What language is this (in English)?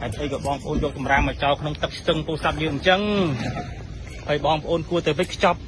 Khmer